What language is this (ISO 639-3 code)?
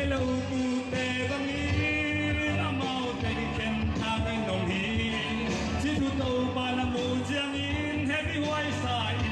ctd